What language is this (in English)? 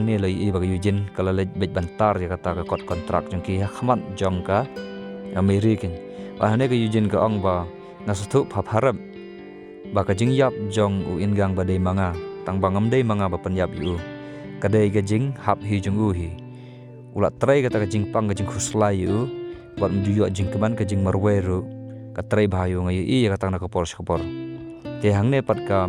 Khasi